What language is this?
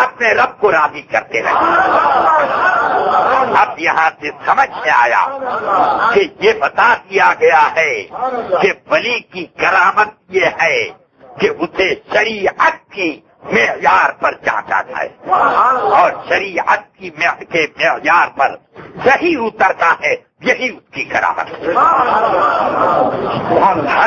Urdu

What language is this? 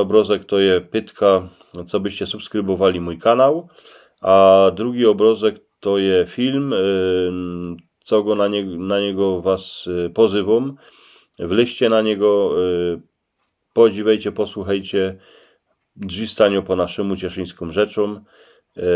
Silesian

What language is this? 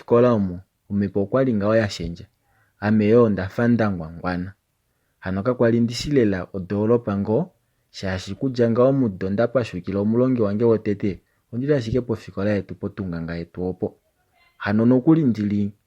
Kuanyama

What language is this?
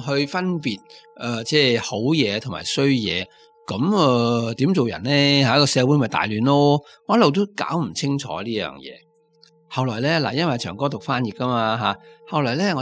Cantonese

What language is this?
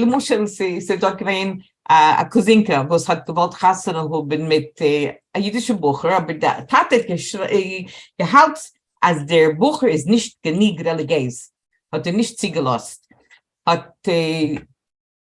Yiddish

